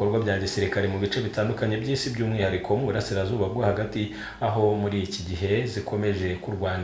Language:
Kinyarwanda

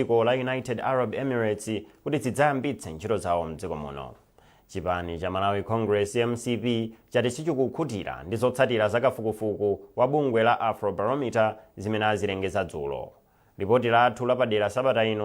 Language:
Nyanja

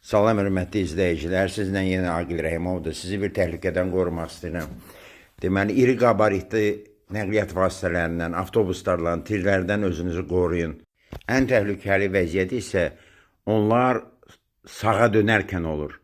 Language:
Azerbaijani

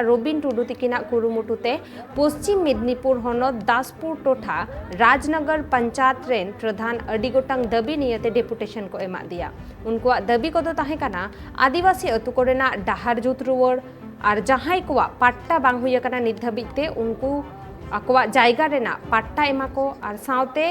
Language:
Santali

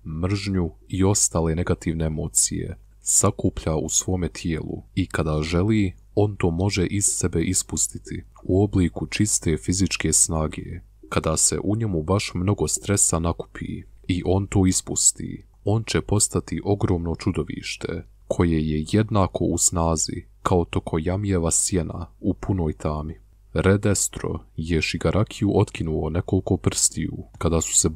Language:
Bosnian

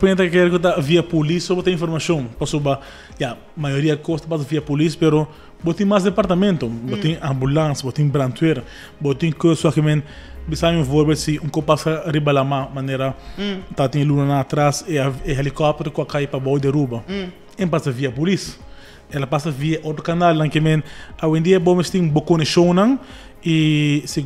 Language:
Papiamento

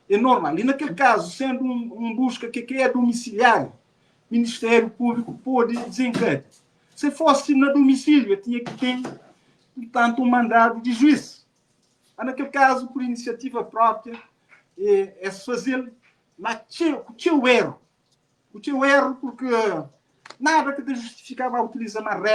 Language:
Kabuverdianu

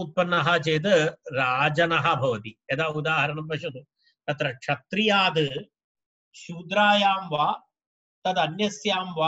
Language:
Sanskrit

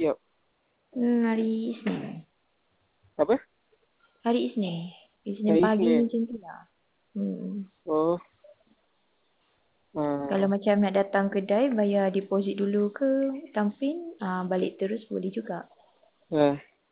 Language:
Malay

